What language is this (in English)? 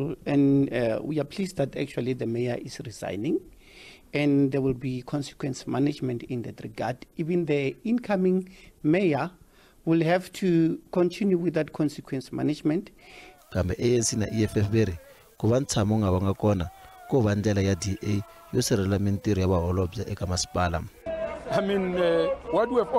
Tsonga